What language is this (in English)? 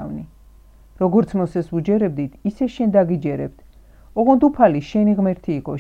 Georgian